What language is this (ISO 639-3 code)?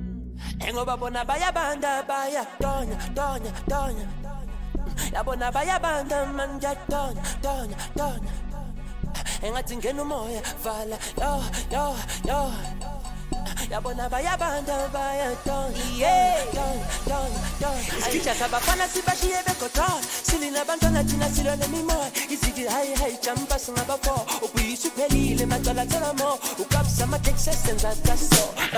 zul